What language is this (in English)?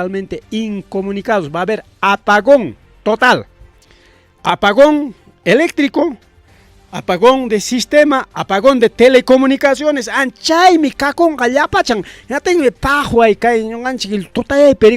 Ayacucho Quechua